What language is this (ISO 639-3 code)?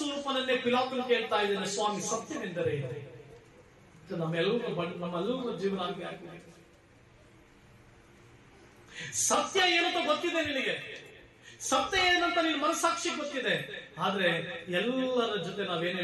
kan